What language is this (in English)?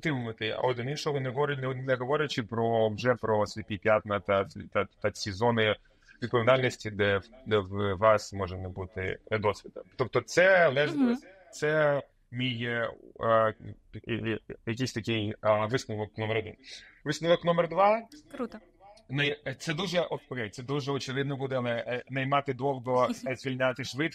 Ukrainian